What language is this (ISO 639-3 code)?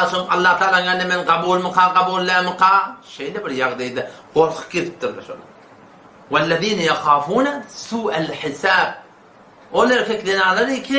tuk